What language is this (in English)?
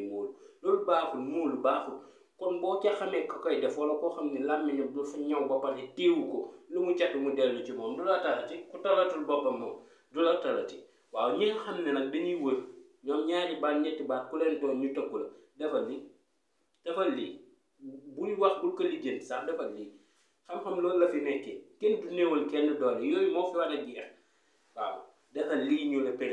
Wolof